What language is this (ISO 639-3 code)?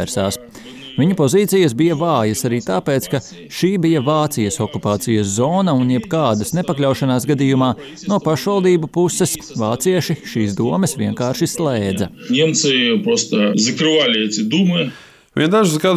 lav